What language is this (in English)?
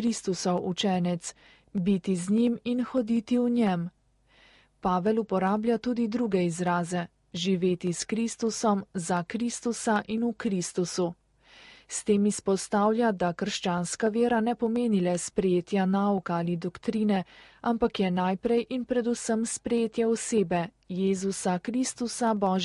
Slovenian